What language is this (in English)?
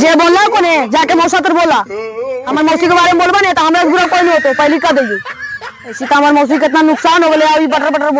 Magahi